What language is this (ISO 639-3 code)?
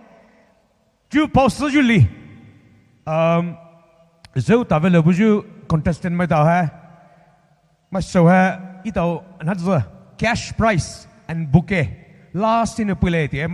pmx